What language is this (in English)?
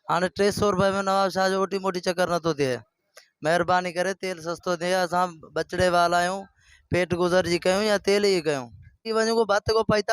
Sindhi